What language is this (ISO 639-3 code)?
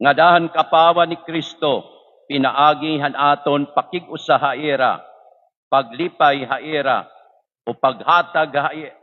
war